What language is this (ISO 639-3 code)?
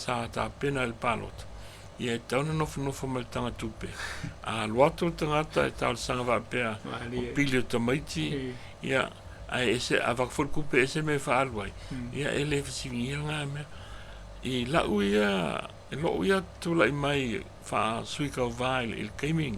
smo